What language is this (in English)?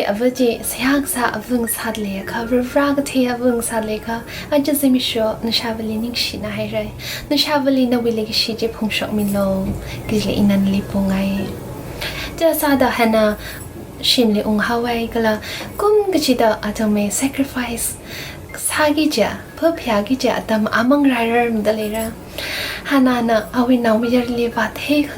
Tangkhul Naga (India)